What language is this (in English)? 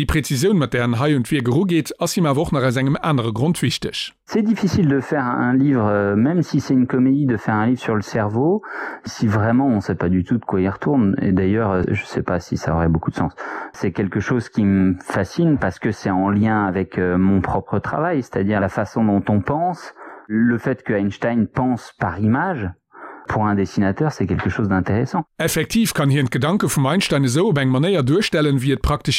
Luxembourgish